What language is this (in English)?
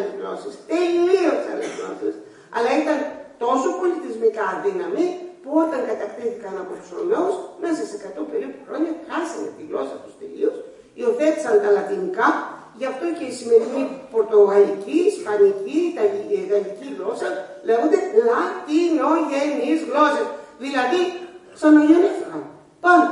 Greek